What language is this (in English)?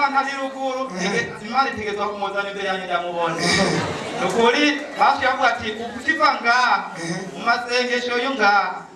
Rundi